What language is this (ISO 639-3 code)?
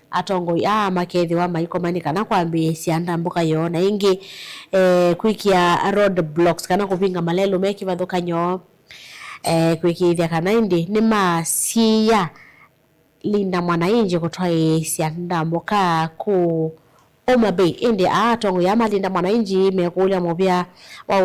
kam